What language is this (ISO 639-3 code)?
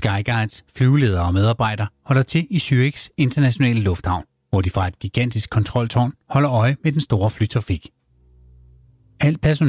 dan